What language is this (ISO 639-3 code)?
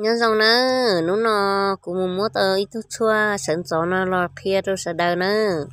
hmn